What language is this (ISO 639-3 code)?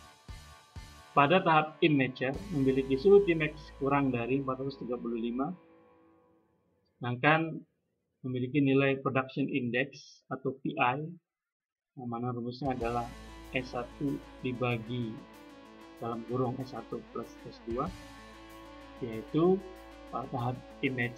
ind